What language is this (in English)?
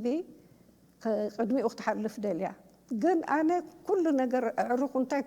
Tigrinya